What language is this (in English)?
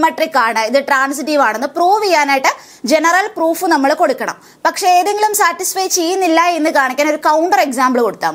Malayalam